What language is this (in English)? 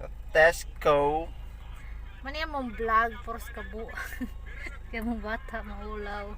Cebuano